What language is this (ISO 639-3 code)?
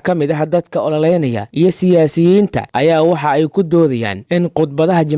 som